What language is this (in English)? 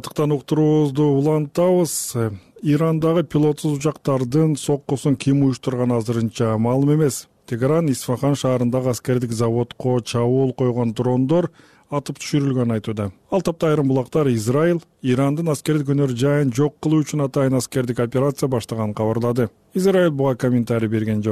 Kyrgyz